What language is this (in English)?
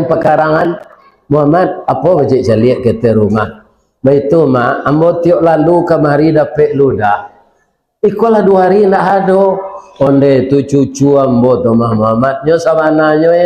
Minangkabau